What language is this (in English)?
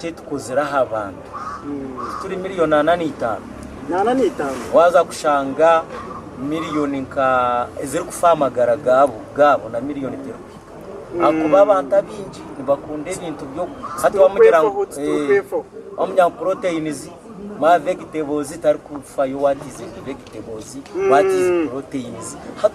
Nyankole